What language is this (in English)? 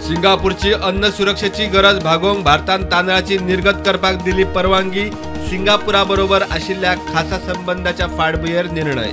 Konkani